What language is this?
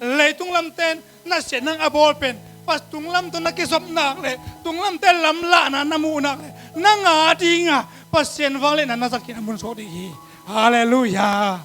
Tedim Chin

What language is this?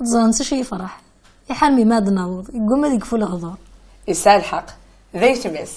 Kabyle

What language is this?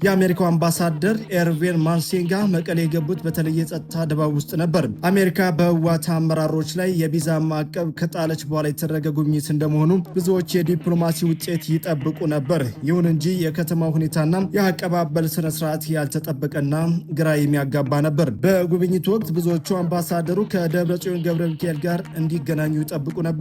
Amharic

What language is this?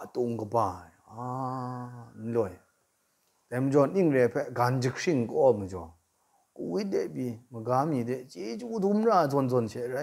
Kachin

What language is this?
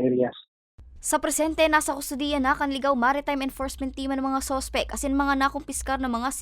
Bikol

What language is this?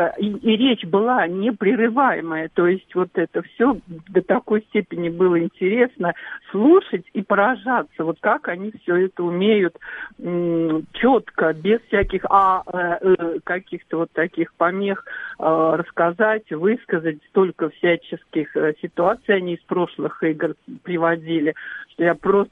Russian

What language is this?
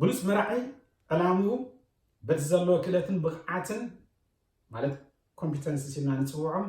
Tigrinya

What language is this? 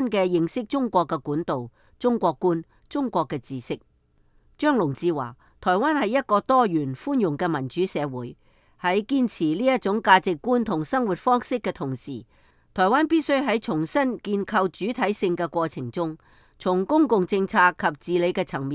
Cantonese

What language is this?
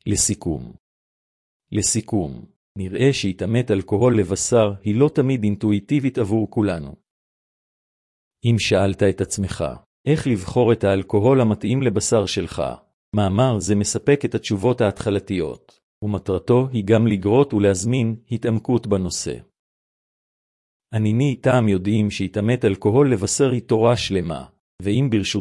Hebrew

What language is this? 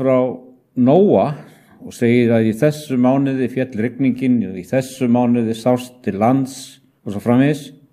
Icelandic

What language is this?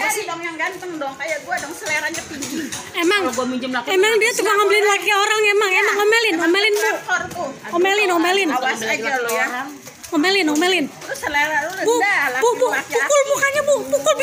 Betawi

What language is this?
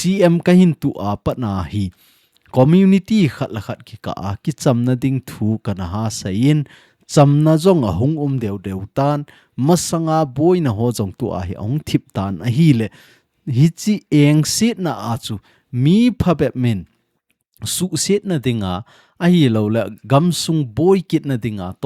Thado Chin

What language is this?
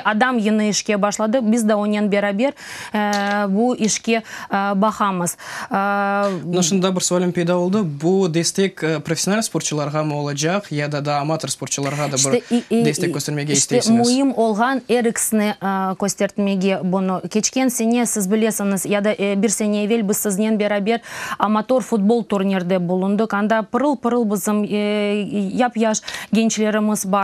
Crimean Tatar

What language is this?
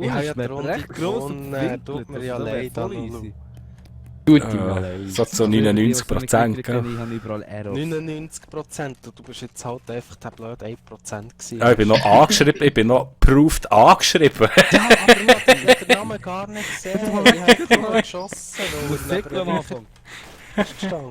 Swiss German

